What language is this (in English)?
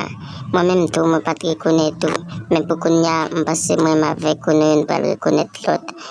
Haitian Creole